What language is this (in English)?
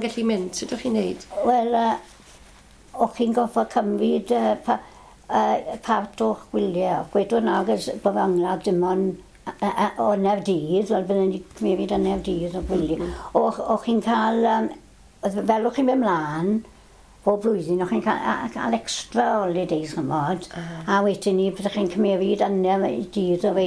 Welsh